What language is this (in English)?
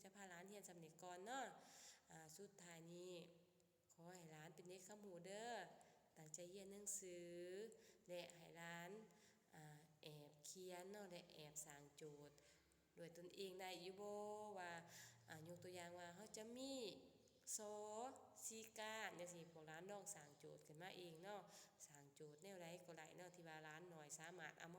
Lao